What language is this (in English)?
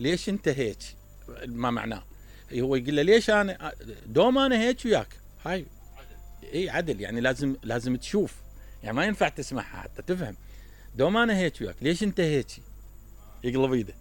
Mesopotamian Arabic